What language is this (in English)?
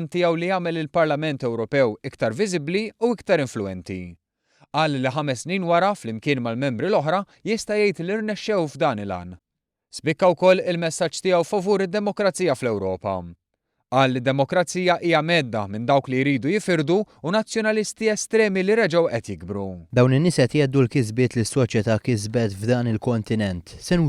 Maltese